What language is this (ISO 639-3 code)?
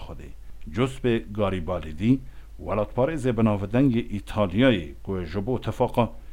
kur